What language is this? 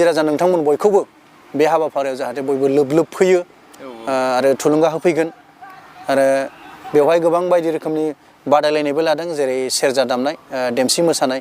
Bodo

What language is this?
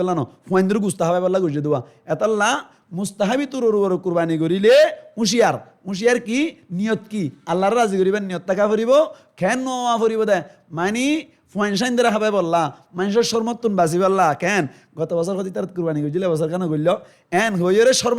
Rohingya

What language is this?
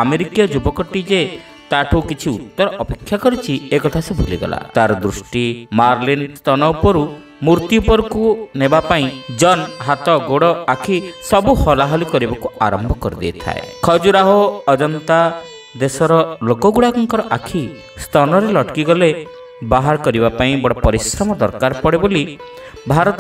Odia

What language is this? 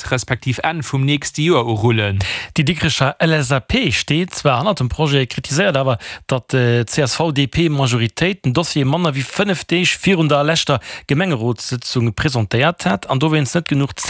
Luxembourgish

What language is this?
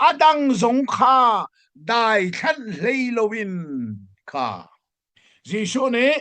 Hakha Chin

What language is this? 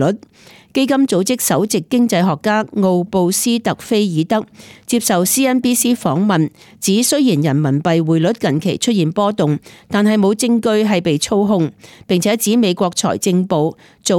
Cantonese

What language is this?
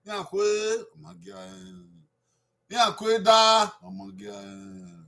Bini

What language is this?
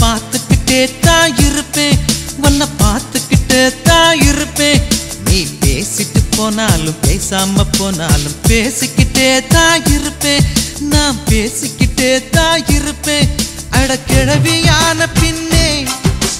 Tamil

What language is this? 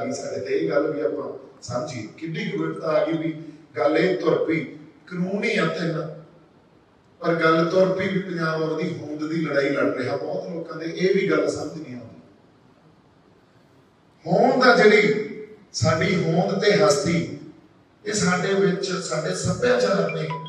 Punjabi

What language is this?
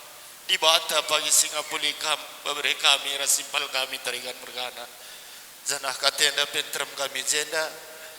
Batak Karo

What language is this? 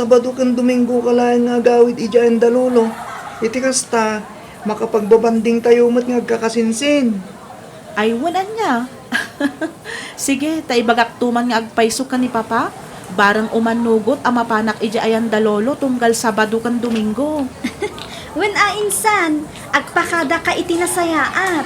Iloko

